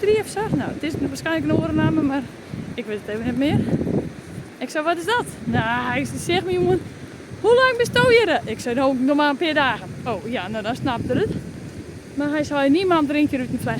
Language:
Western Frisian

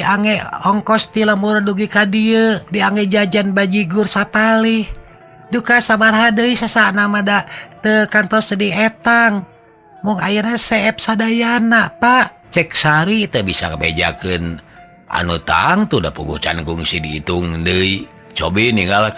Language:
Sundanese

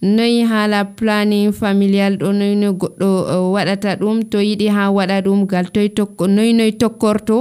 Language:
Nigerian Fulfulde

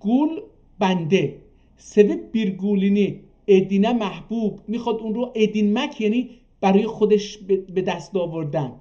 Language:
South Azerbaijani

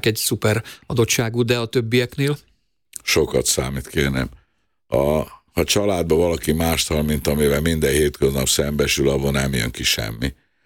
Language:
Hungarian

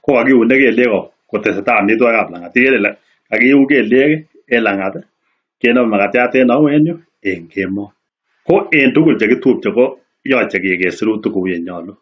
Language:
Kalenjin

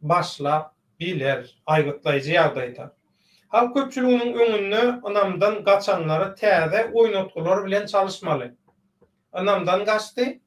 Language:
Turkmen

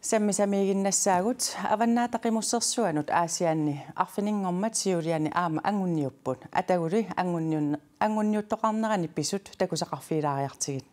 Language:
Kalaallisut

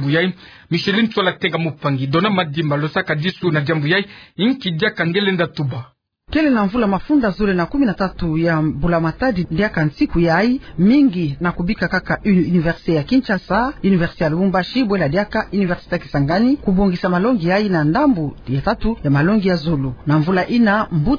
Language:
Kituba (Democratic Republic of Congo)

